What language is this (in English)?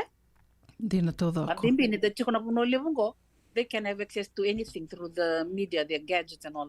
Fijian